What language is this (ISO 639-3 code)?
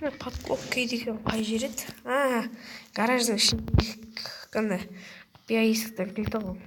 kaz